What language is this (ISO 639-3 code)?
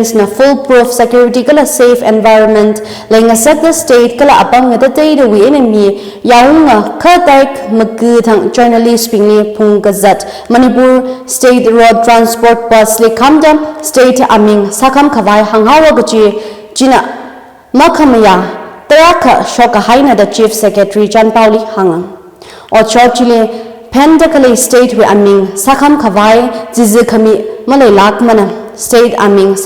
nmf